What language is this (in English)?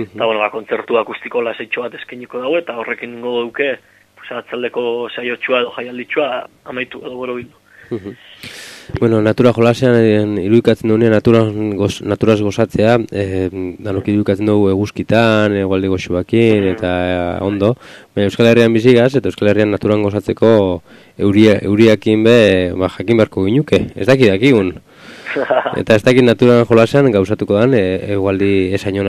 Basque